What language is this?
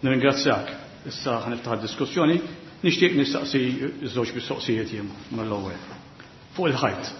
Maltese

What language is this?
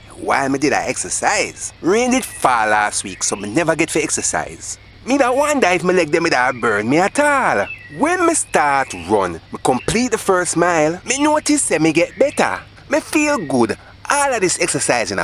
Jamaican Creole English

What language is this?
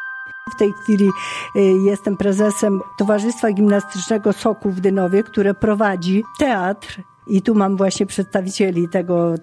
Polish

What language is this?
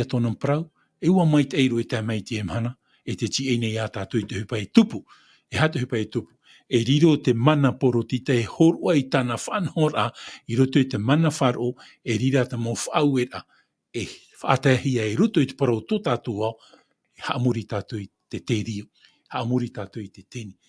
Tahitian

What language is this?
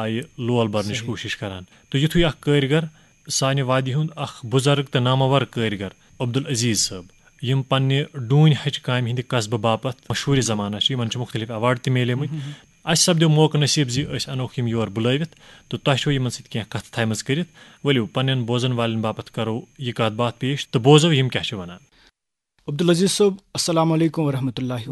Kashmiri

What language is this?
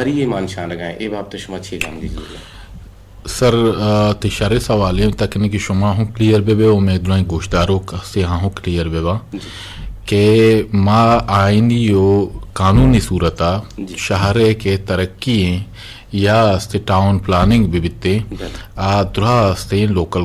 Eastern Balochi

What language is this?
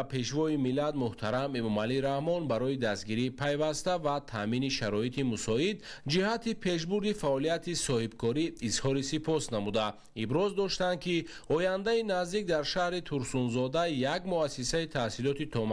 Tajik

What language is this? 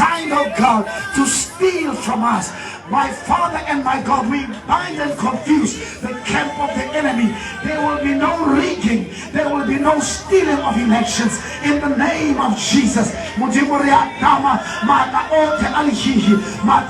Tswana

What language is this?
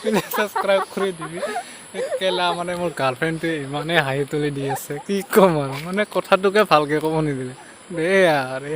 Assamese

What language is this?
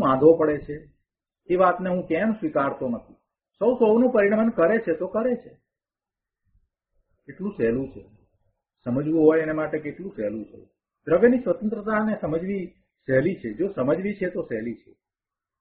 Gujarati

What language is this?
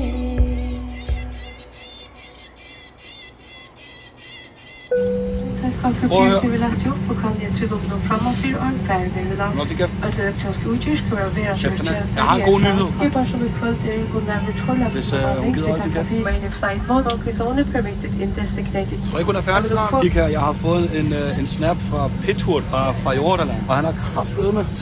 Danish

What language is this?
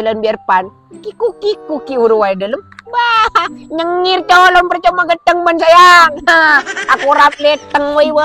Madurese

